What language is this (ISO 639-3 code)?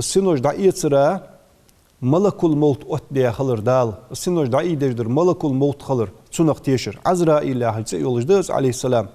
inh